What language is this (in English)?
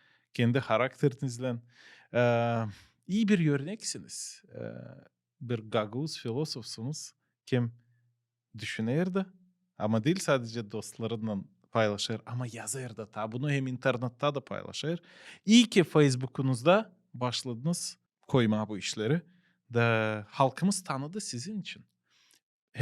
Gagauz